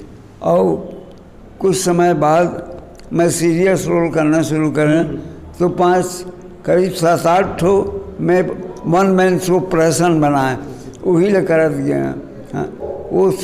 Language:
Chhattisgarhi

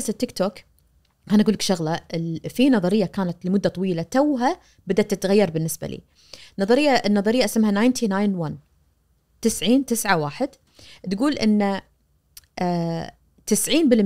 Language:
Najdi Arabic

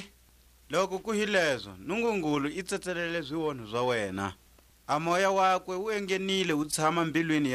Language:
Tswa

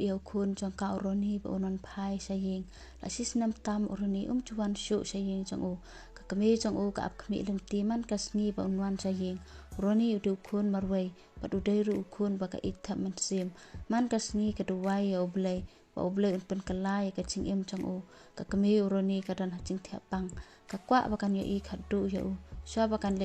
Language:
Khasi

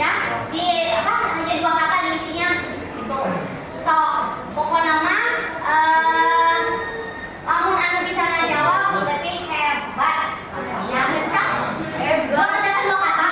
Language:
Sundanese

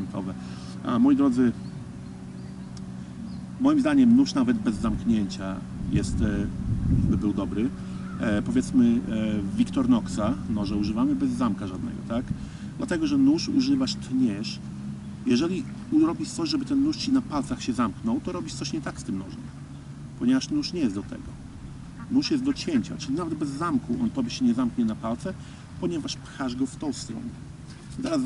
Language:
Polish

